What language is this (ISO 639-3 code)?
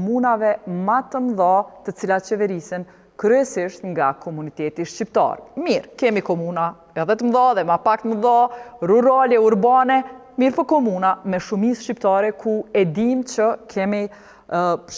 sqi